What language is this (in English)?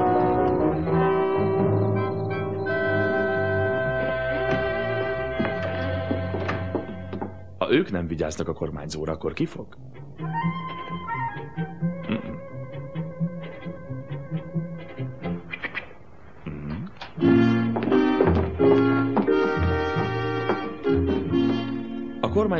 Hungarian